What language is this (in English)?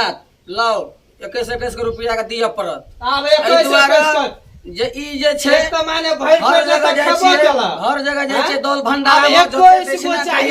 Maithili